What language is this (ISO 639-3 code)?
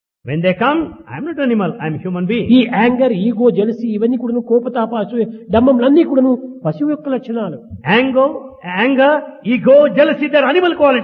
tel